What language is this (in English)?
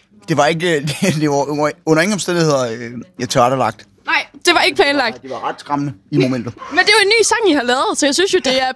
Danish